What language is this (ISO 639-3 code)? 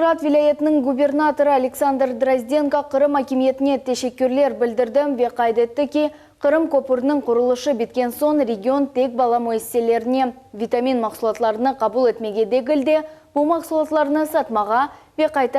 crh